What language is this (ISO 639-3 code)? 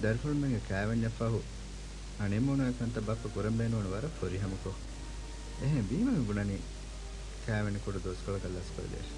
div